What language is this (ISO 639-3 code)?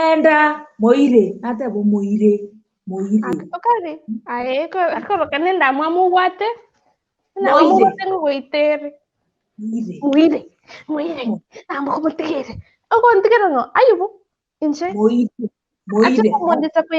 guz